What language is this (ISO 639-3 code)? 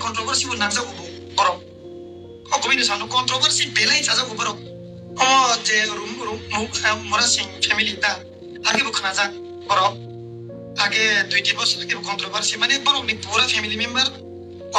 trp